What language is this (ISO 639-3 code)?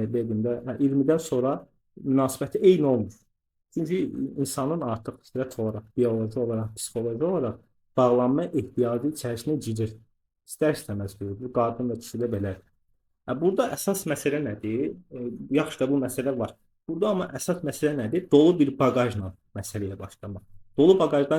aze